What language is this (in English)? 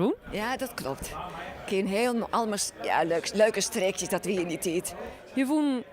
Western Frisian